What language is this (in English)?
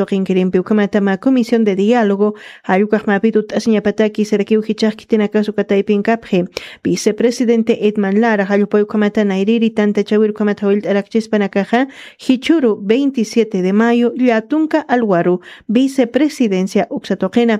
Aymara